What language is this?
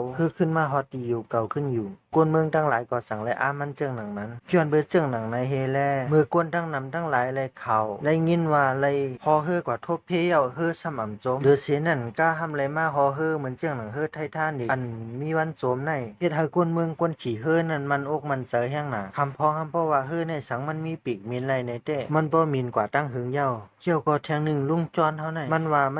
Shan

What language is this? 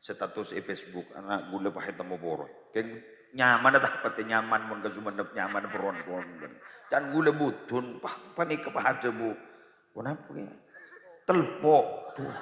Madurese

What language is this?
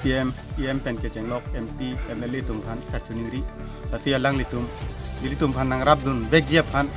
Karbi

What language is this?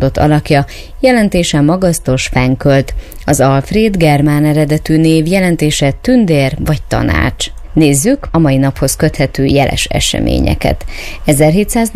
Hungarian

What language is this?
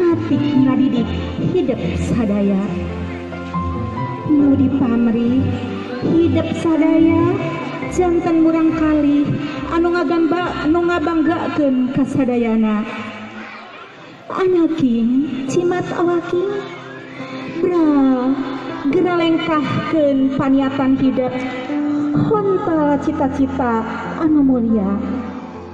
Sundanese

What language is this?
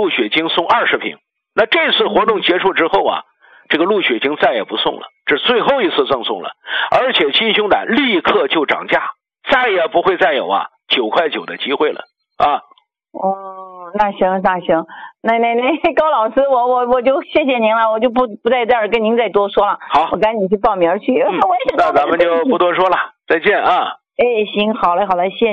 Chinese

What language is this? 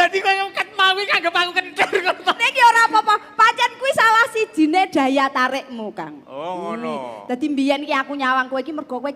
Javanese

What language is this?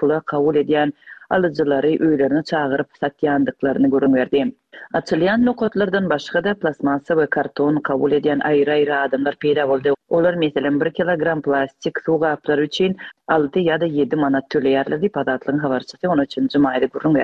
Turkmen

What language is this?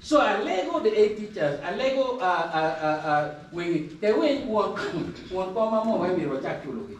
Acoli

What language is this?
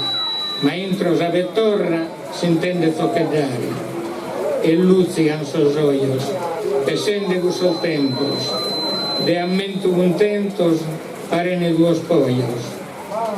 Sardinian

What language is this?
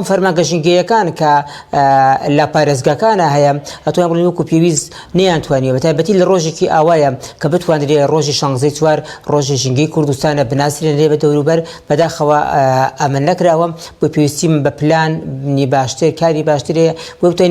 Central Kurdish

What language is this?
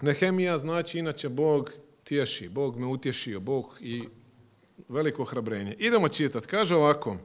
Croatian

